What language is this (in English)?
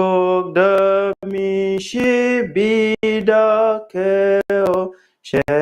Nuer